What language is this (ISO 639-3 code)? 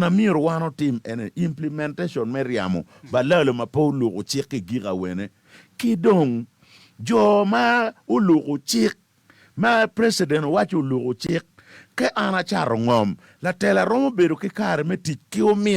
ach